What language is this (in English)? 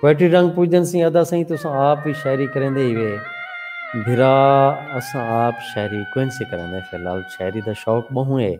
Saraiki